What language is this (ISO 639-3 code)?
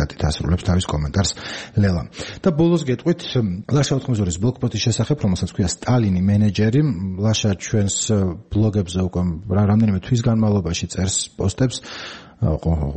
kat